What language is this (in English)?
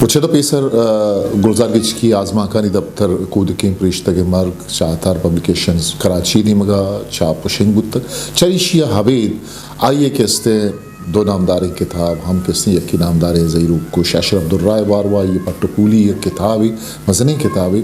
Eastern Balochi